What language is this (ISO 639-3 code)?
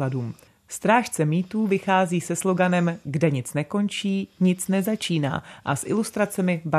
ces